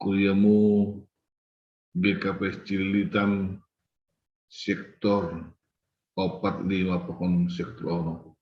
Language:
Batak Simalungun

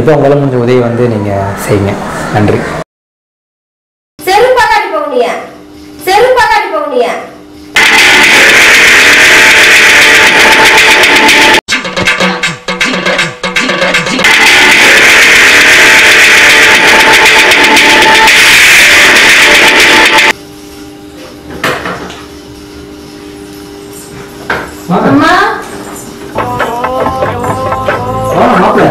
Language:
Tamil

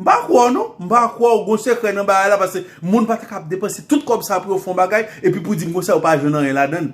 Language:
Haitian Creole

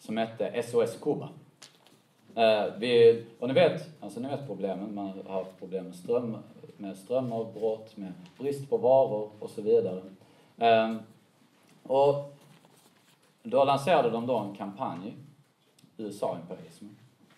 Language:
Swedish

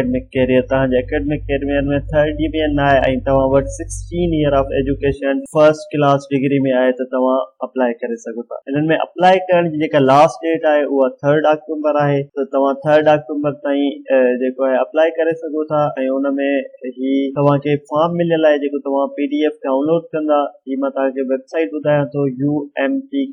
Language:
Sindhi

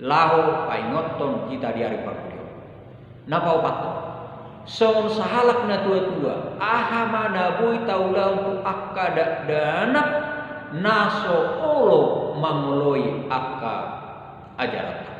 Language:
Batak Toba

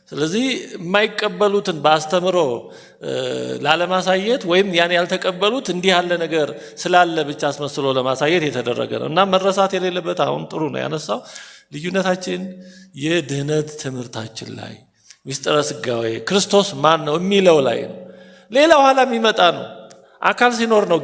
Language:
Amharic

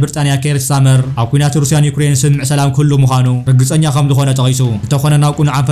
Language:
Tigrinya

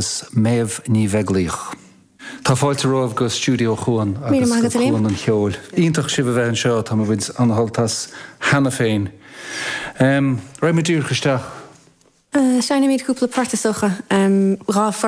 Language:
Irish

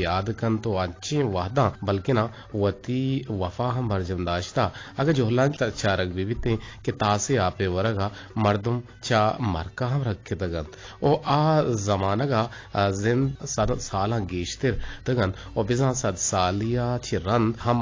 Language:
Eastern Balochi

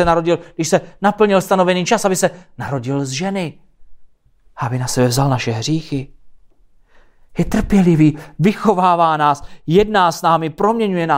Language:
Czech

